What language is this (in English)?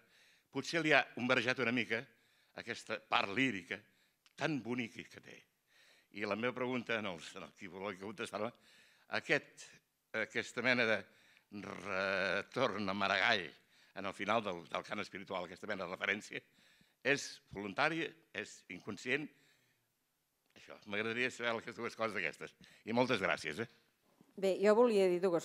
Catalan